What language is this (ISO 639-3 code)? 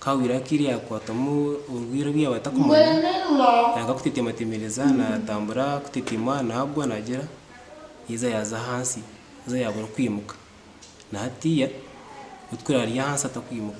nyn